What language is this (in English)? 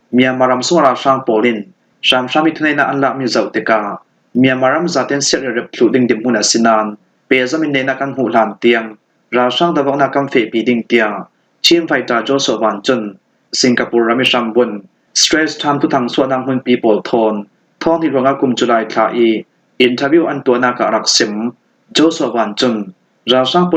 Falam Chin